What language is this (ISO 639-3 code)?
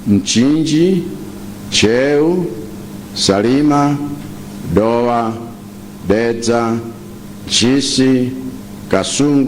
nya